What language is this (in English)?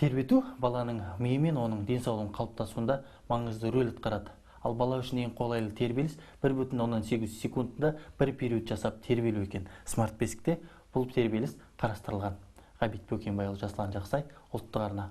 Kazakh